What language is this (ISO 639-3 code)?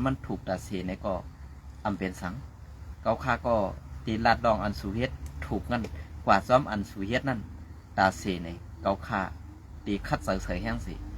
shn